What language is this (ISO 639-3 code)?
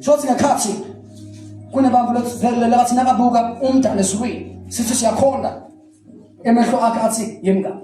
zul